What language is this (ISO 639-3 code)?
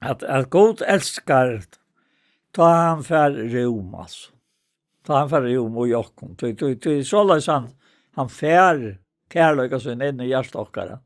fao